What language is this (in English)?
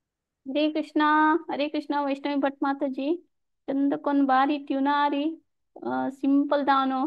Konkani